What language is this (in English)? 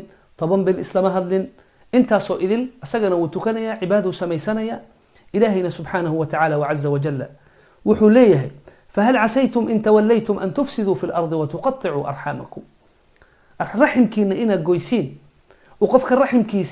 Somali